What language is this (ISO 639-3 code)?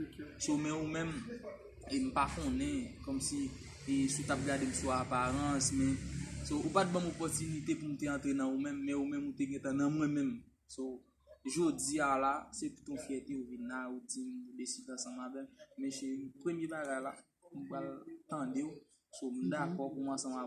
hat